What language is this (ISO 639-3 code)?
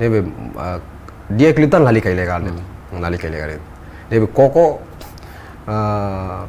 tet